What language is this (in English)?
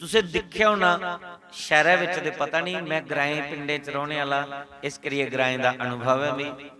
Dogri